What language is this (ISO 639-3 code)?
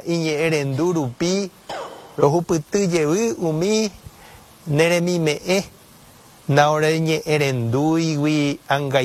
grn